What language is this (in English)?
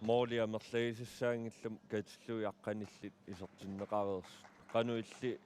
Kalaallisut